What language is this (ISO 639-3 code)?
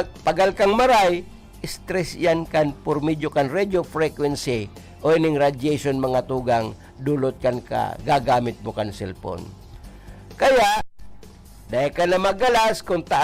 bik